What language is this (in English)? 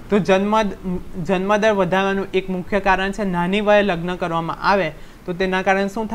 Gujarati